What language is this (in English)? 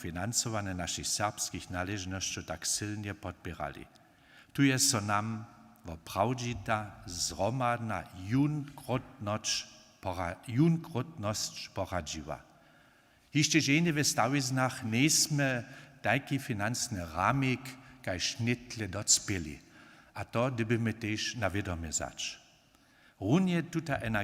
Upper Sorbian